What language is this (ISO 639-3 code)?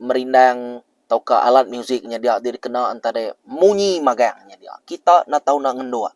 iba